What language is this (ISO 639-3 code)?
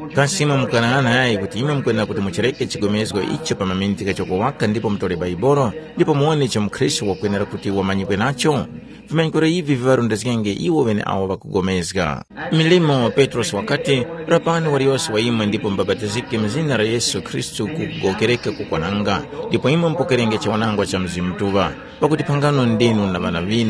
tum